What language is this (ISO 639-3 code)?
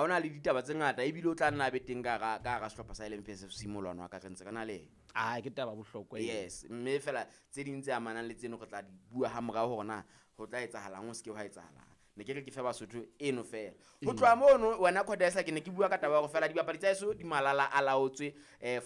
sot